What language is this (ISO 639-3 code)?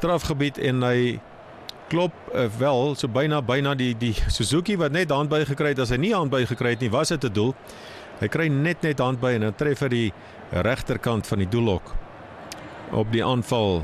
afr